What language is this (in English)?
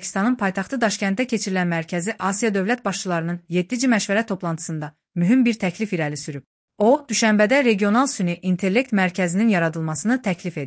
Azerbaijani